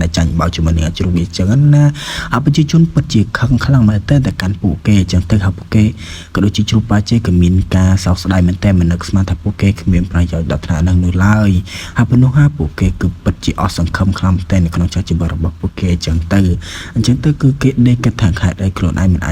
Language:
Khmer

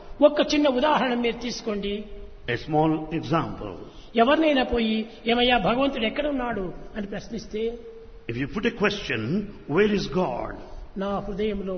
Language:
Telugu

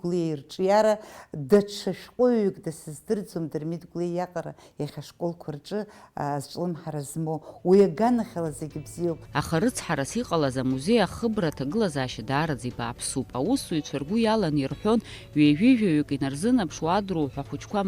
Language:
Abkhazian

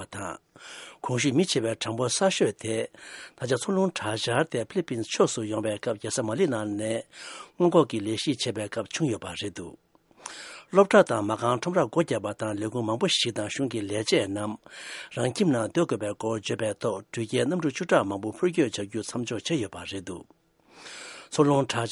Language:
Tibetan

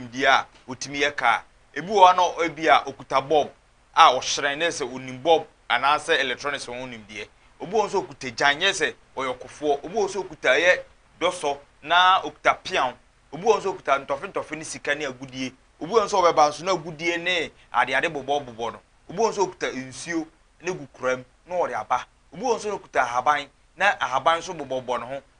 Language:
Akan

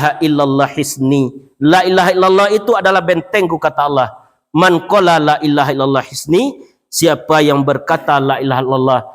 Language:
Minangkabau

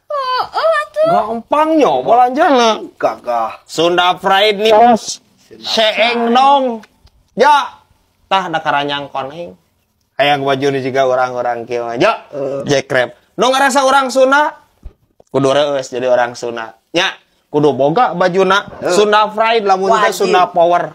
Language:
Sundanese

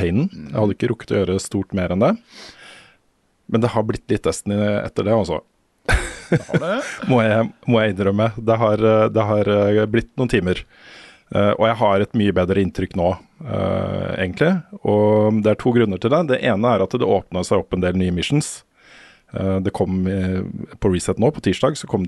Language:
Norwegian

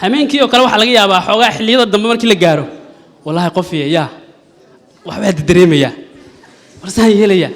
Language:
Somali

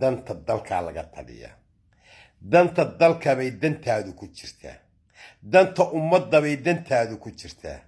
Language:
Somali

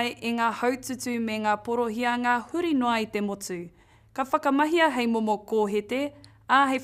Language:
Māori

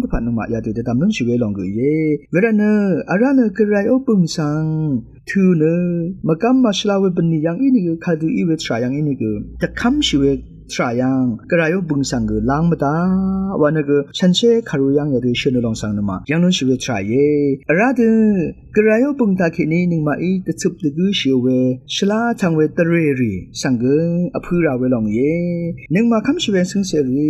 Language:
Rawang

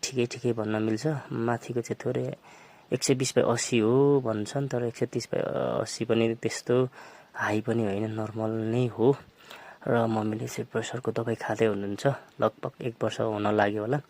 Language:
Nepali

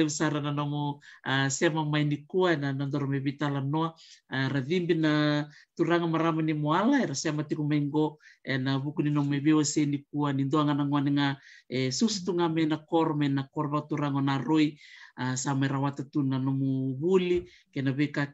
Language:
Fijian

